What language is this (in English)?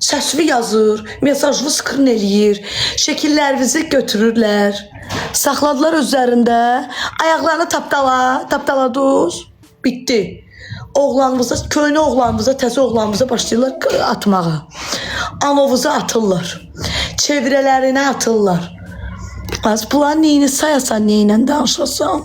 Azerbaijani